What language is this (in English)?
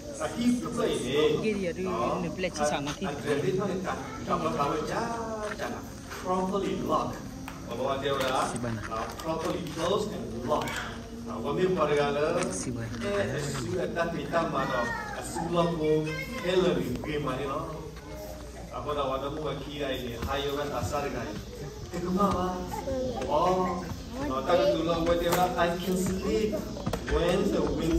S'gaw Karen